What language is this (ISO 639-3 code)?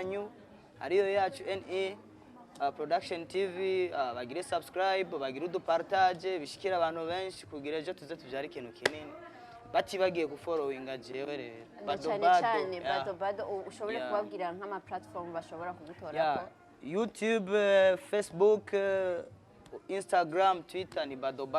run